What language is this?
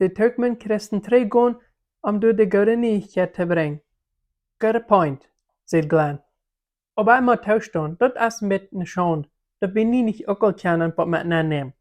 Plautdietsch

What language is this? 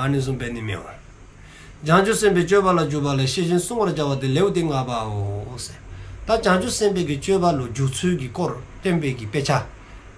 Dzongkha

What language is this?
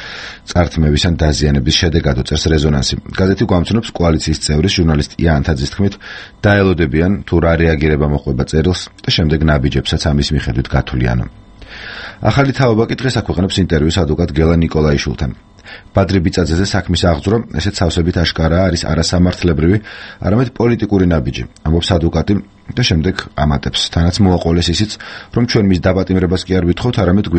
Georgian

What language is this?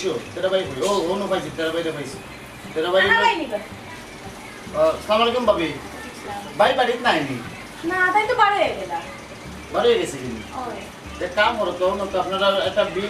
Sylheti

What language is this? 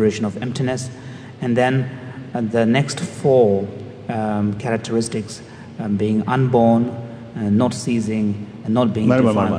English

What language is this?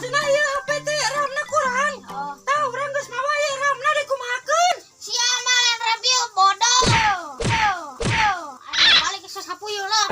Sundanese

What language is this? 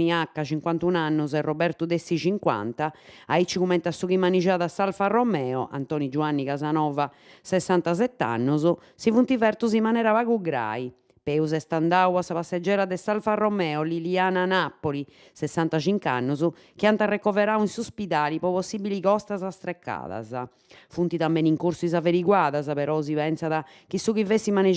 Sardinian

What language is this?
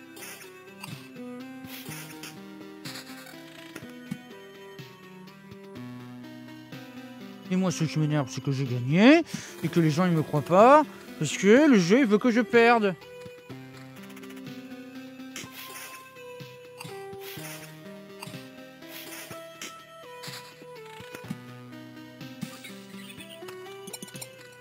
French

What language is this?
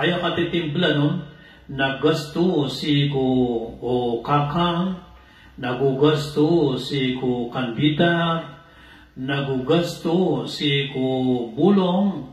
Maranao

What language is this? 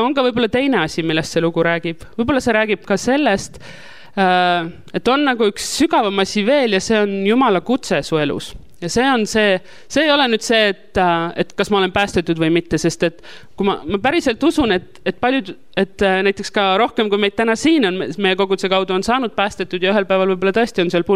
Estonian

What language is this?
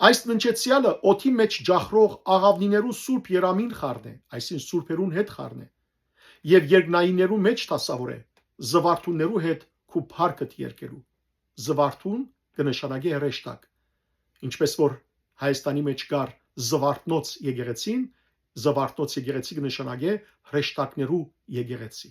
Western Armenian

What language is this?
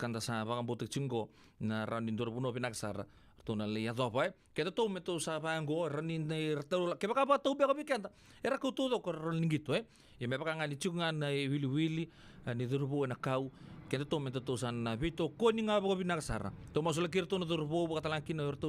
Fijian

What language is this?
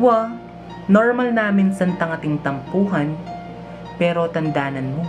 Pampanga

